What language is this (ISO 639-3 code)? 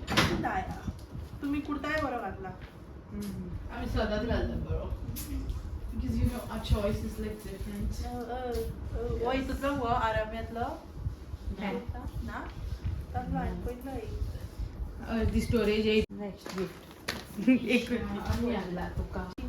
kok